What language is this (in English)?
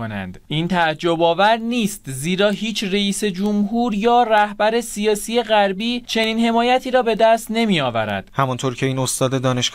Persian